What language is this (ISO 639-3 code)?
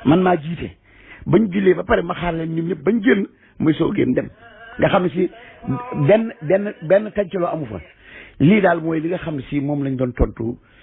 wol